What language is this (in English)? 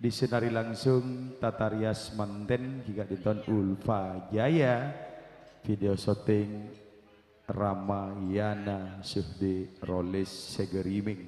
Madurese